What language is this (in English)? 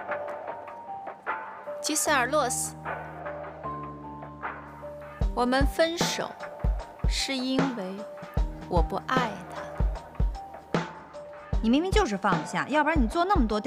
Chinese